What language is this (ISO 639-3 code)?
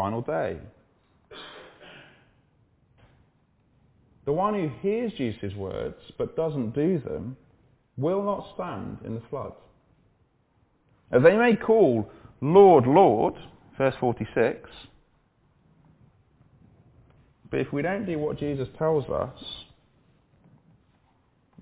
eng